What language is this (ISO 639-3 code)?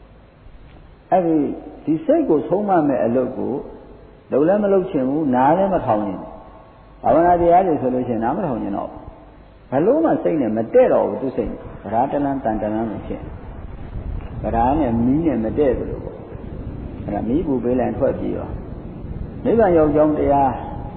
mya